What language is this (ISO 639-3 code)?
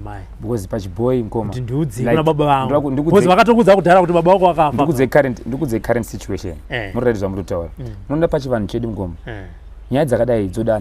sna